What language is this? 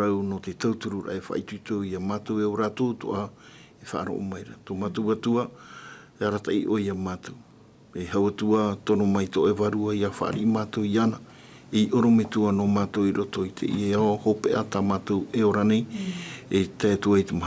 Tahitian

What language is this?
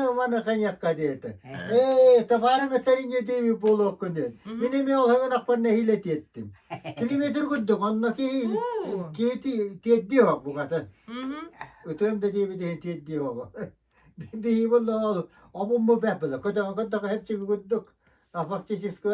Yakut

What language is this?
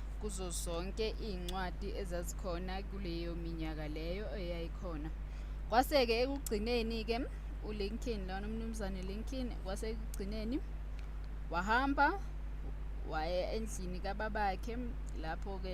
Zulu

